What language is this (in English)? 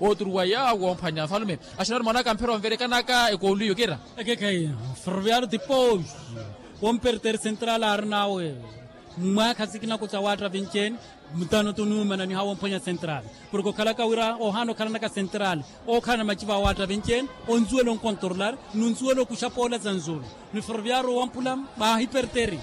Makhuwa